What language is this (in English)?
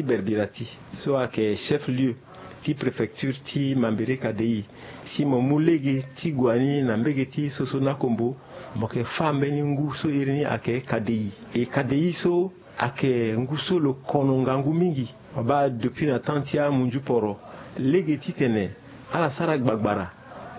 Sango